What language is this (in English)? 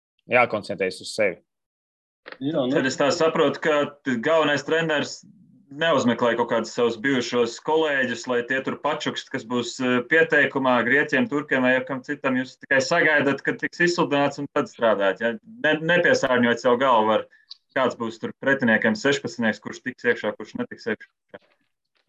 Latvian